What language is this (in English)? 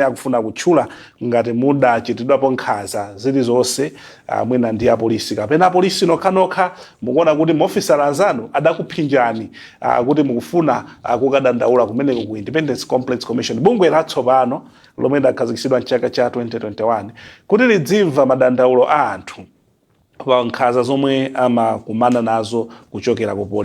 Nyanja